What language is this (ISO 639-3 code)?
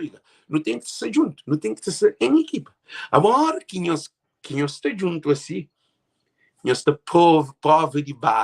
kea